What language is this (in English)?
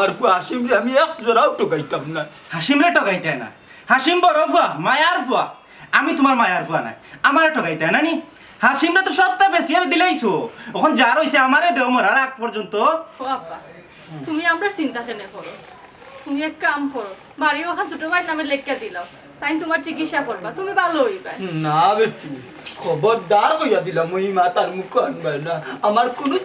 Sylheti